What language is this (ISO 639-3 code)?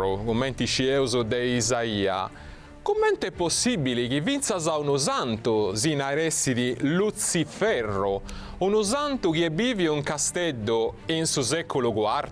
srd